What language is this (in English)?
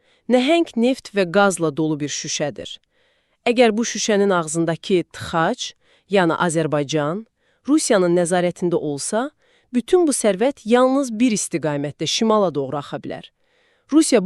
Azerbaijani